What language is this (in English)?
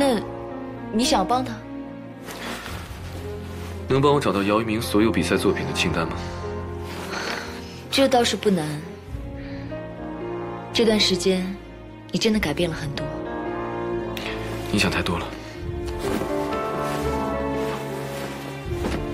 Chinese